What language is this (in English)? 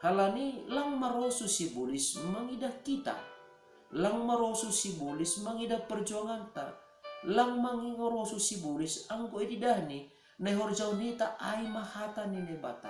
Batak Simalungun